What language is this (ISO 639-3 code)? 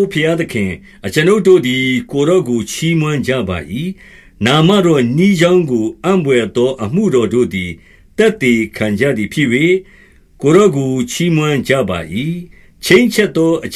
mya